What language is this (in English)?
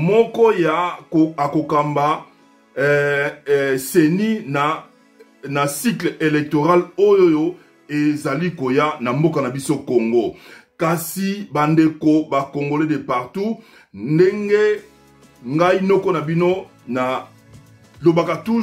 Lingala